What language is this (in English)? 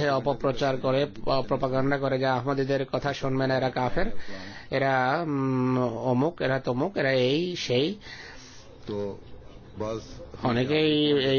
Bangla